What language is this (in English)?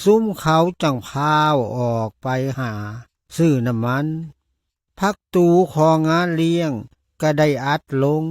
Lao